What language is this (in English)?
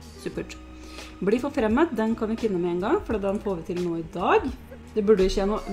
Norwegian